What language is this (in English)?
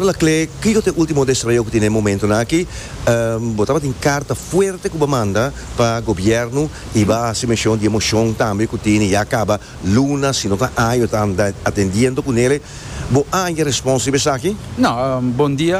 Papiamento